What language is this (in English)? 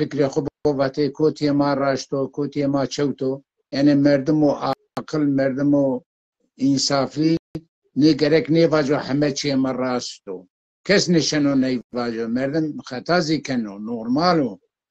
Zaza